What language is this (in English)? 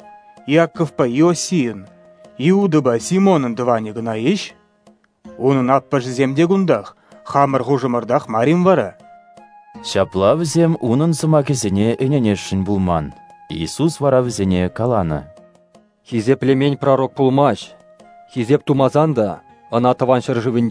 Chuvash